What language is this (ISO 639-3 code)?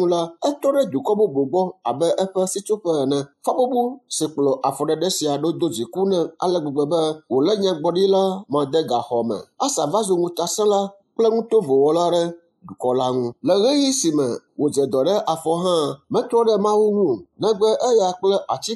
ewe